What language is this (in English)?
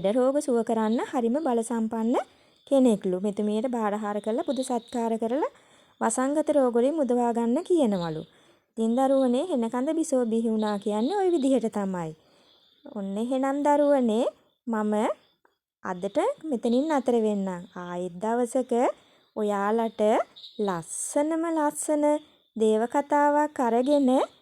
Sinhala